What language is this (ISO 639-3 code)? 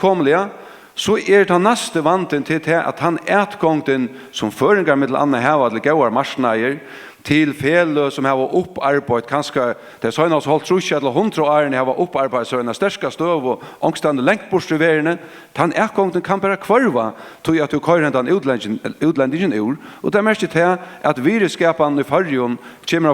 fao